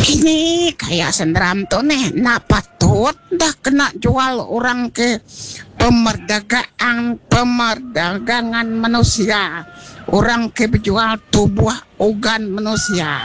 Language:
Iban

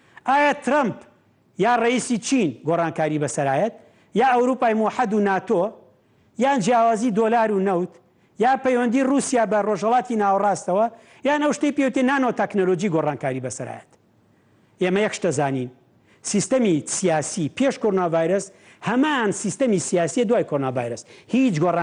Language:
Central Kurdish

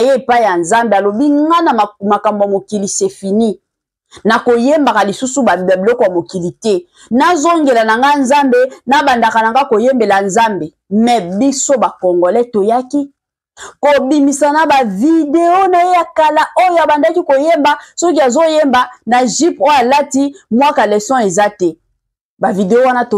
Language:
Lingala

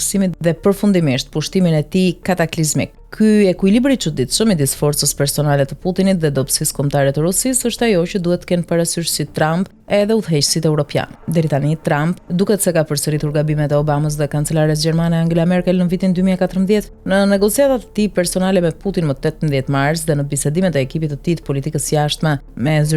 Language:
Albanian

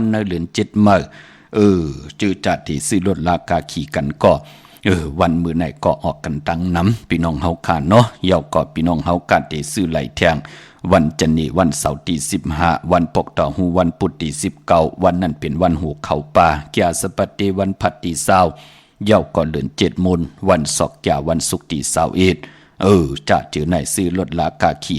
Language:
Shan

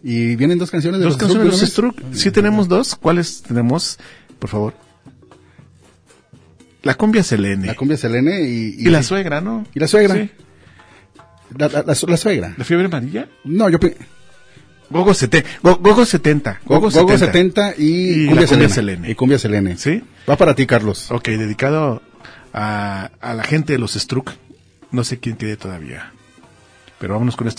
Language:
Spanish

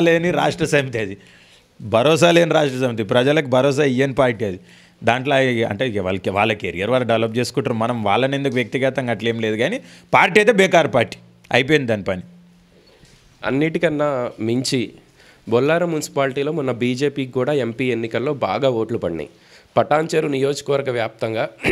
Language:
Telugu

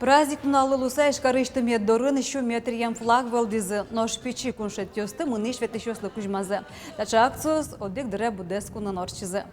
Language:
Udmurt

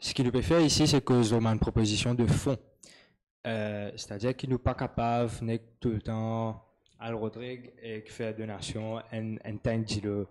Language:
Morisyen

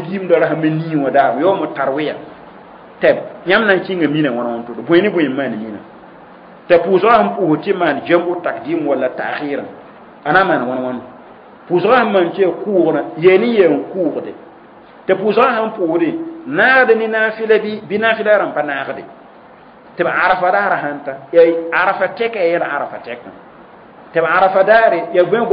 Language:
Mossi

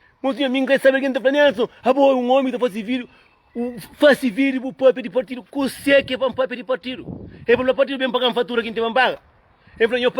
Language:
Kabuverdianu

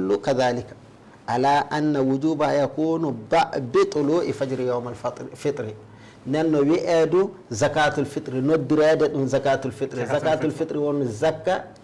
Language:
Fula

